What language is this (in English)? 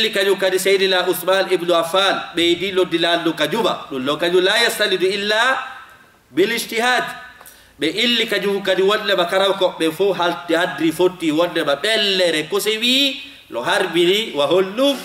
Fula